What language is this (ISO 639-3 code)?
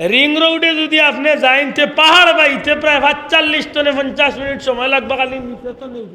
syl